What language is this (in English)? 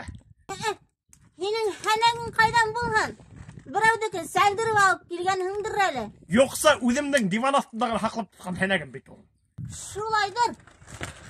Bashkir